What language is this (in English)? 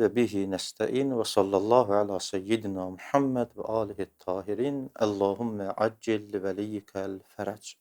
Azerbaijani